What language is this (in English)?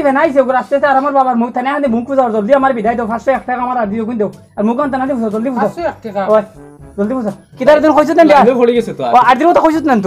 Sylheti